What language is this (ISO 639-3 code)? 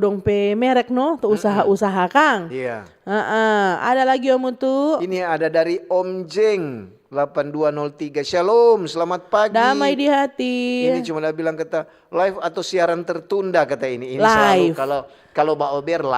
xmm